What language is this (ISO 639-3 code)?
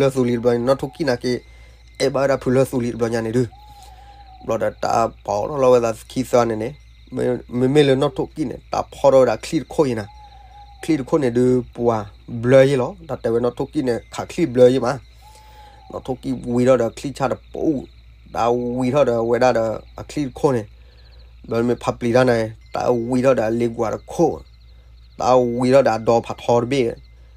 ksw